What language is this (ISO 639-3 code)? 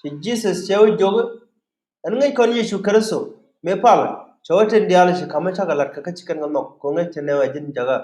nus